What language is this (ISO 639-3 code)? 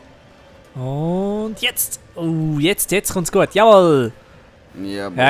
gsw